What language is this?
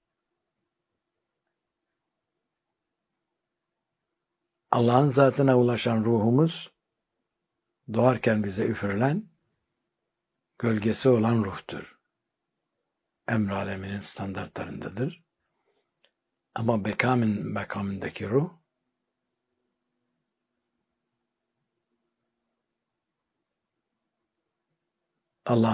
Turkish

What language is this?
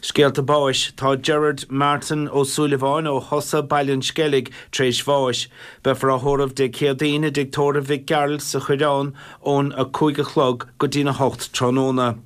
Irish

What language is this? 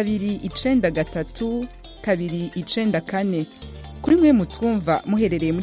Kinyarwanda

